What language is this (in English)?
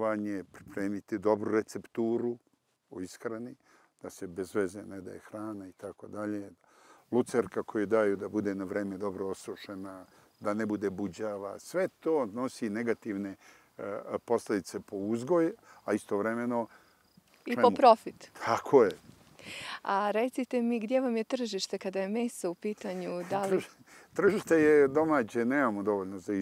Serbian